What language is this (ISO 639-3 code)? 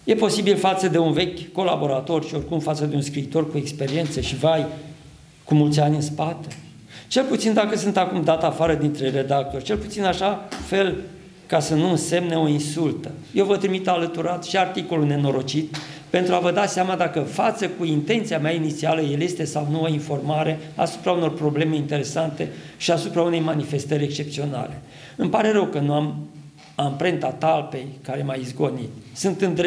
ron